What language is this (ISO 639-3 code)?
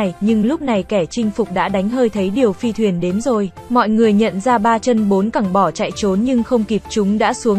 vie